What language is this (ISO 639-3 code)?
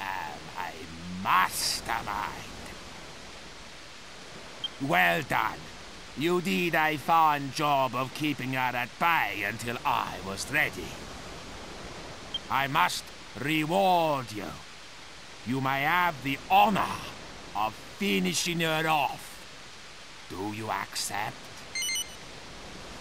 eng